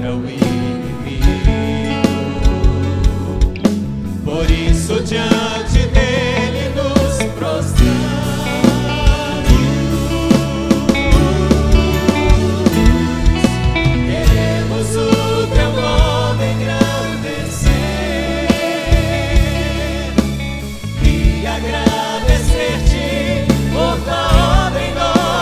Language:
Portuguese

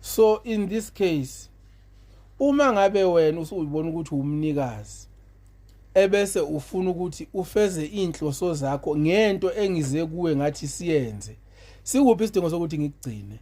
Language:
Zulu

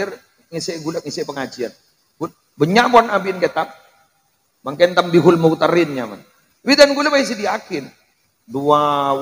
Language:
Madurese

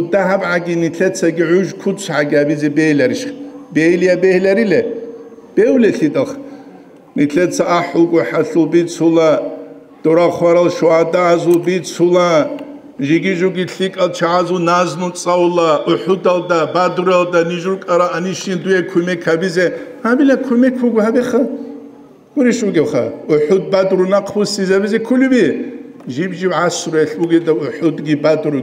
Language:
Avaric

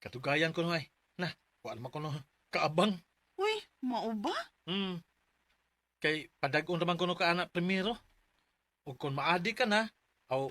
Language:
Cebuano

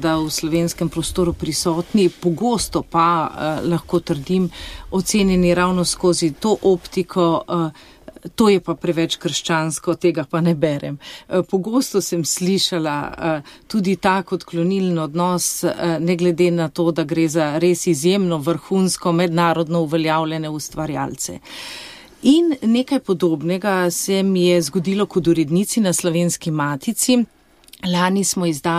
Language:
Slovenian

